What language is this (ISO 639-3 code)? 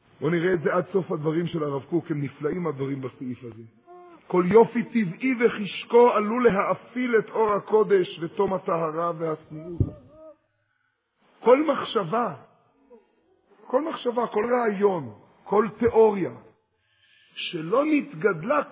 heb